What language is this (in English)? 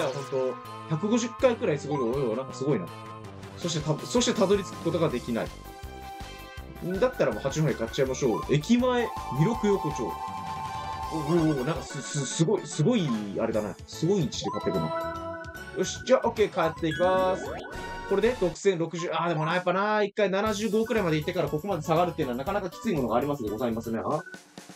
Japanese